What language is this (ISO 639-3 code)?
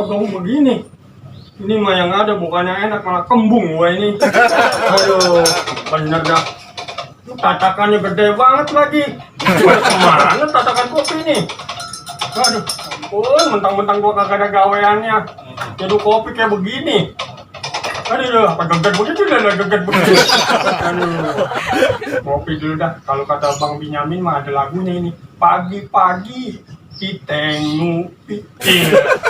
bew